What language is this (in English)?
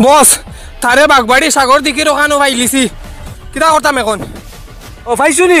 Sylheti